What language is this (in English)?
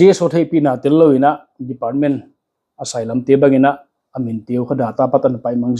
Paite Chin